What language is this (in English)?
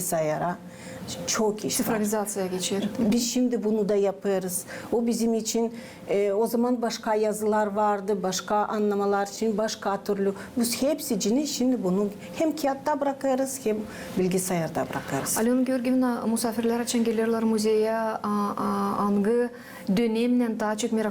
Gagauz